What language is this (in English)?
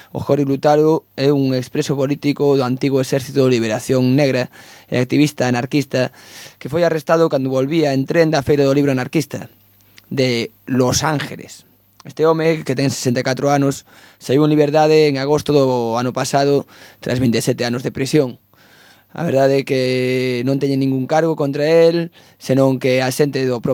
Galician